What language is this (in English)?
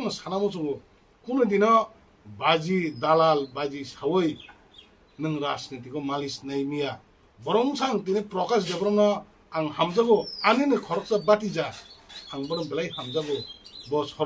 Kok Borok